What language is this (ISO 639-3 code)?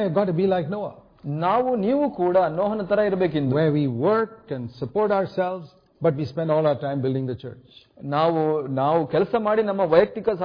kan